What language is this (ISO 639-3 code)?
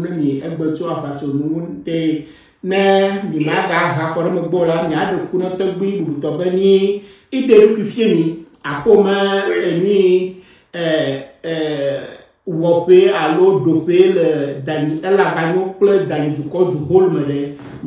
ewe